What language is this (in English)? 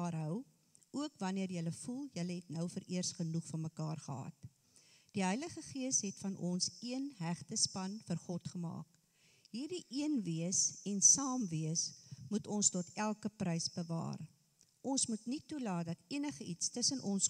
Afrikaans